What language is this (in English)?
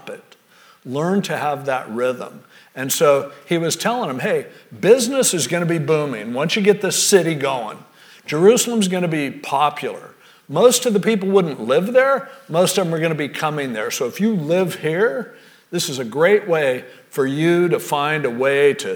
English